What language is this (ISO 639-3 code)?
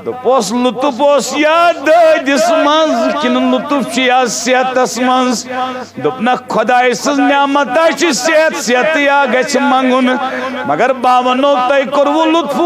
kas